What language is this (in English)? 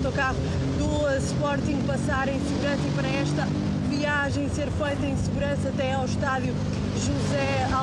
Portuguese